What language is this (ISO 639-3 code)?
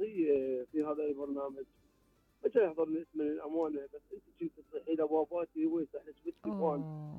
acm